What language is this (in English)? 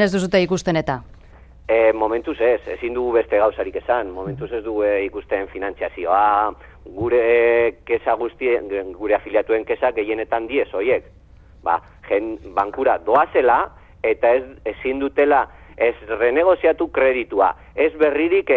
Basque